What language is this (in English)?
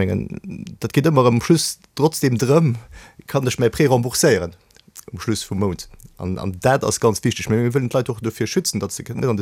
Luxembourgish